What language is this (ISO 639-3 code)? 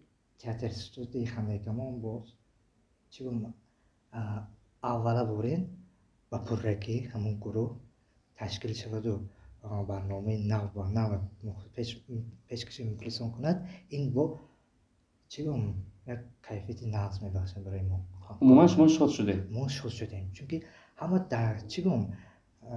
tgk